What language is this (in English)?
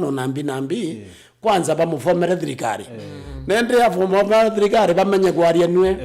Meru